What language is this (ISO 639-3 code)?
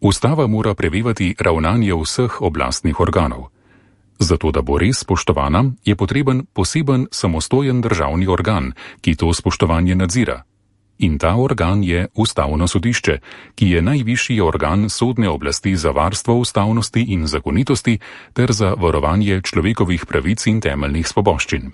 slv